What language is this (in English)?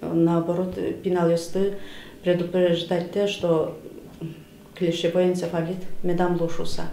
Udmurt